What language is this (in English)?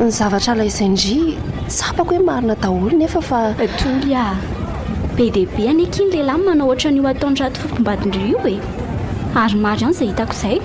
Malagasy